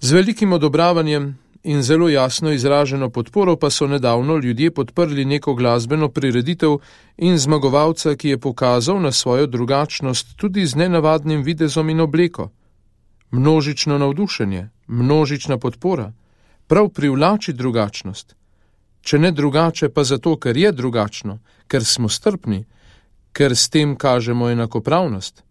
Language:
Slovenian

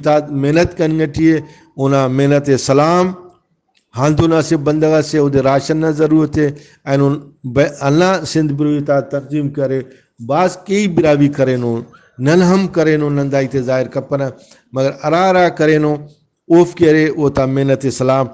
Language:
Brahui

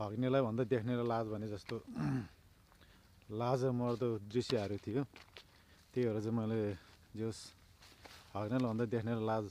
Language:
Nepali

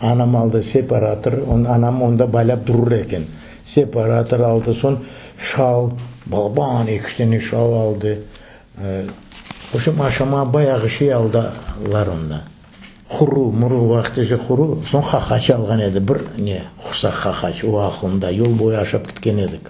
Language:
Crimean Tatar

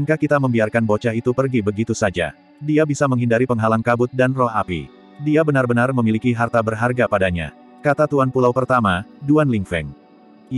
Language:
Indonesian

